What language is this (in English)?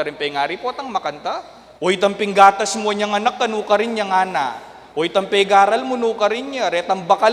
Pampanga